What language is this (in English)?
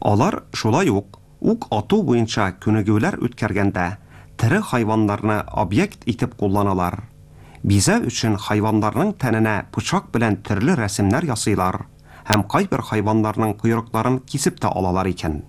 Tatar